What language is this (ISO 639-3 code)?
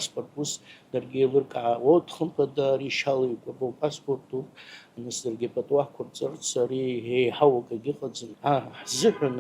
abk